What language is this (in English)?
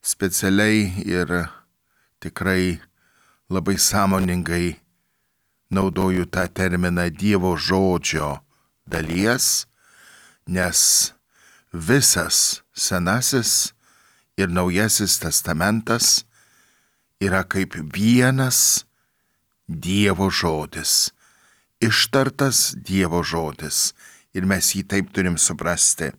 Lithuanian